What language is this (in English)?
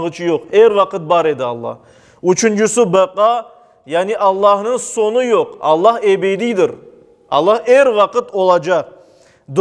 Crimean Tatar